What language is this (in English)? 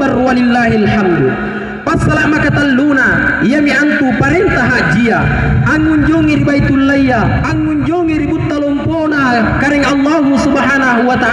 Makasar